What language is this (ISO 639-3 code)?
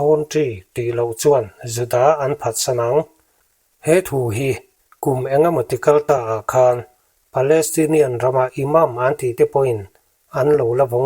lus